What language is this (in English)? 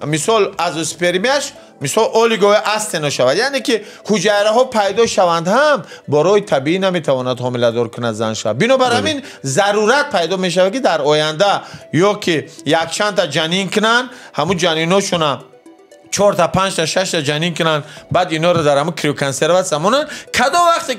Tajik